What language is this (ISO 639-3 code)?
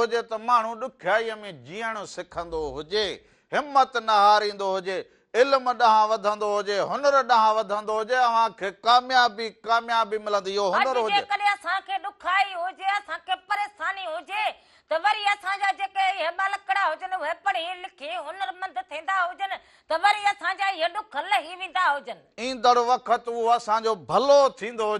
snd